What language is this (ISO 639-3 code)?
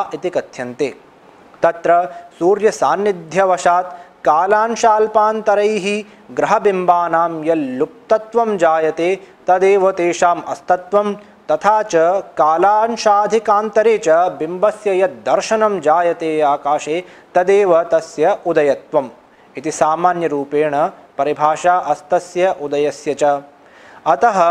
san